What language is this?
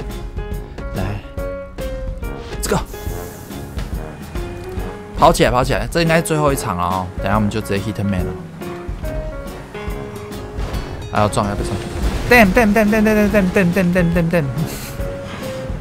Chinese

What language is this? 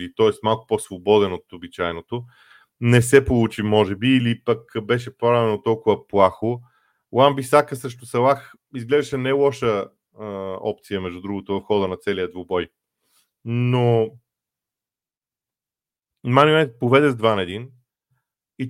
Bulgarian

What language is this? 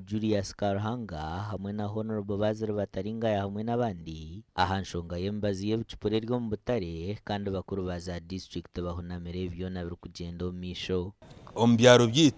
Nyankole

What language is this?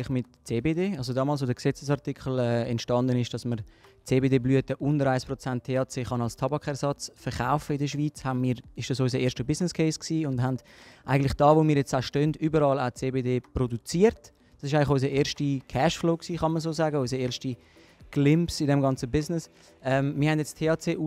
Swiss German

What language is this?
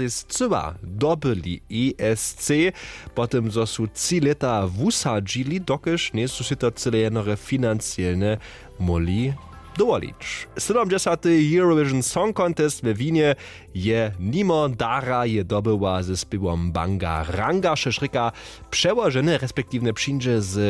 Upper Sorbian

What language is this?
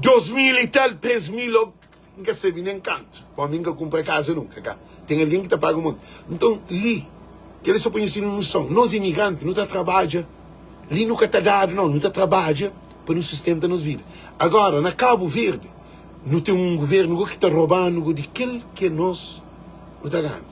Kabuverdianu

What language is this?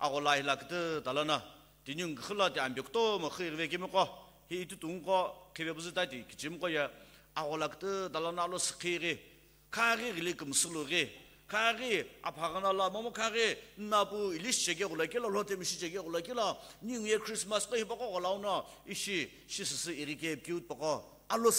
Sumi Naga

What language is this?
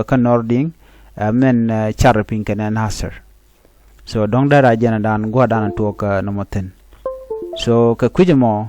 Nuer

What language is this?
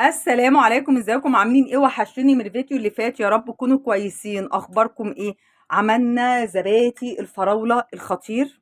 Egyptian Arabic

